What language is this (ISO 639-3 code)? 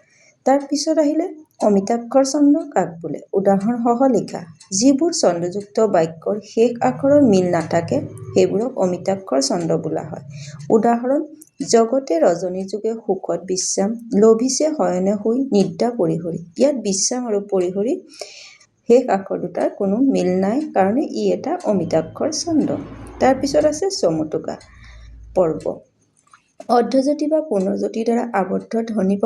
asm